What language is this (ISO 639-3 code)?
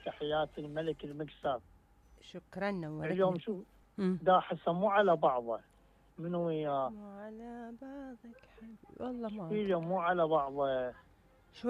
acm